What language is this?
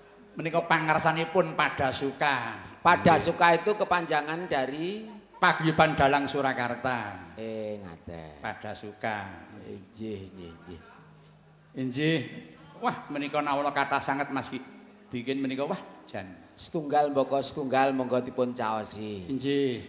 Javanese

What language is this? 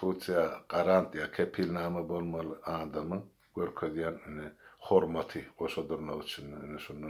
Turkmen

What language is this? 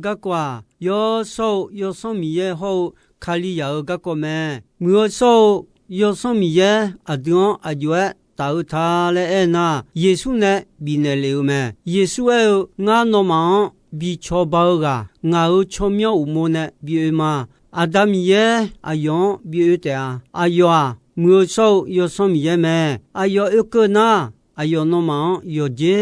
Akha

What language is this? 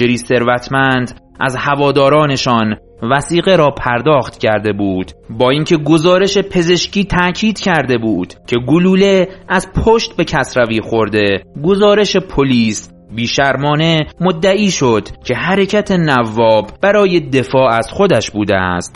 Persian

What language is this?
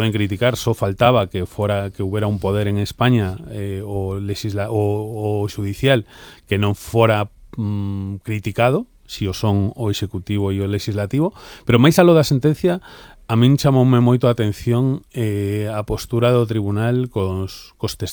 Galician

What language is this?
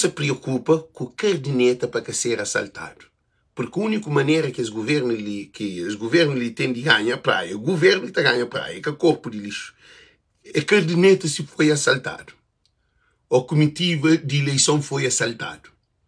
Kabuverdianu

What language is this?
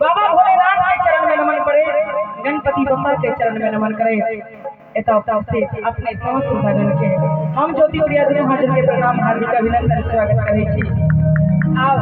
Maithili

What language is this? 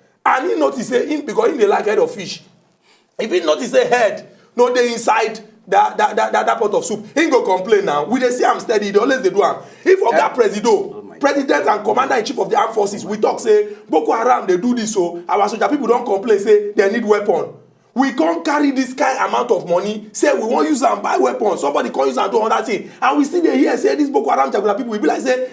Nigerian Pidgin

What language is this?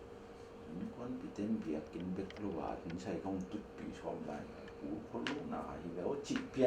Tedim Chin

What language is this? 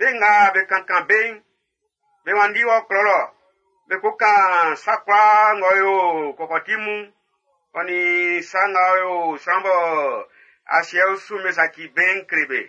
Baoulé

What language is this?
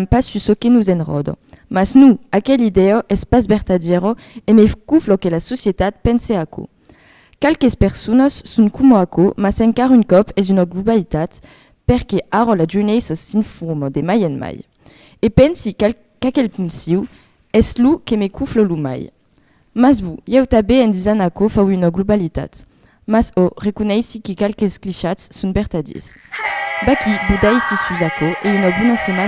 Occitan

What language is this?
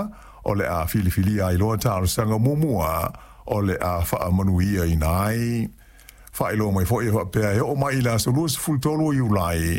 Samoan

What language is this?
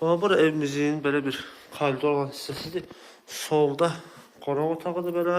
Azerbaijani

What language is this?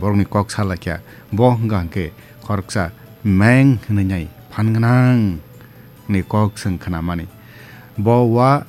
Kok Borok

